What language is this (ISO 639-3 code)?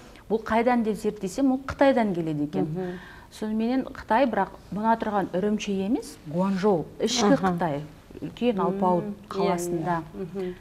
kaz